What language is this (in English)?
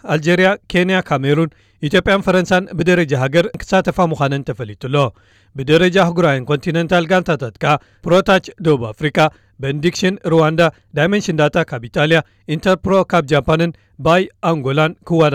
Tigrinya